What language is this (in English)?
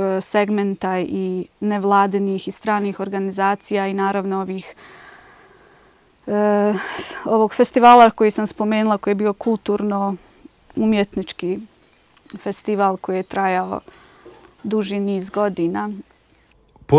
Bosnian